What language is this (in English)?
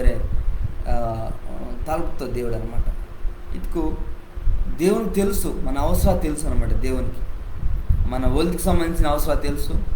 Koya